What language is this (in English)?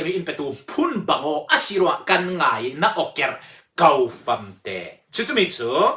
Falam Chin